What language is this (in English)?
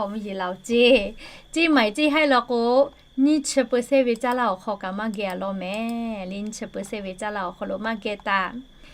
Lahu